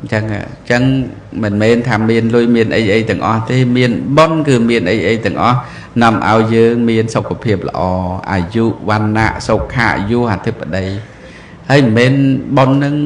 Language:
Khmer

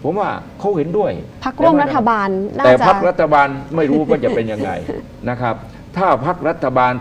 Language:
Thai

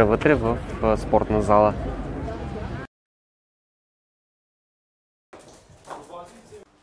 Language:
Bulgarian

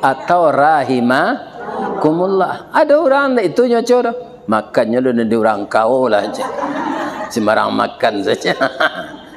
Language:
Minangkabau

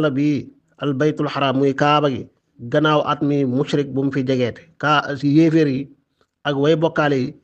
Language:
Wolof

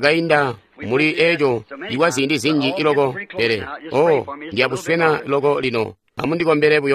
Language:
Tonga (Zambia)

